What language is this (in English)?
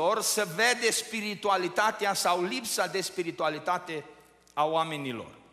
Romanian